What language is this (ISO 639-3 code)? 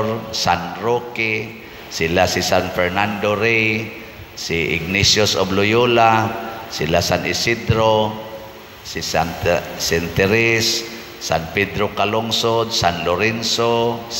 ceb